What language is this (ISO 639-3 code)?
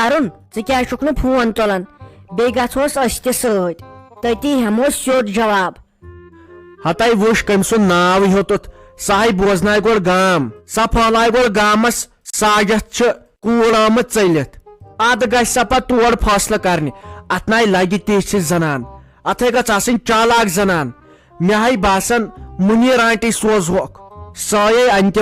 kas